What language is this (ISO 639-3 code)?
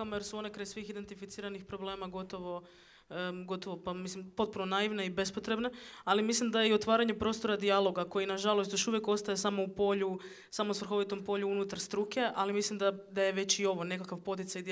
hrv